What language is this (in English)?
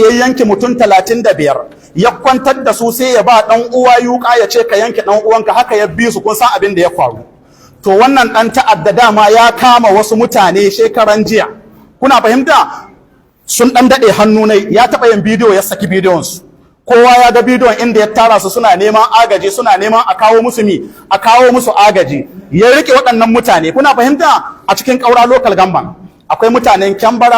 Hausa